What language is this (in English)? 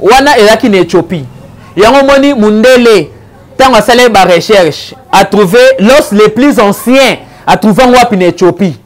Lingala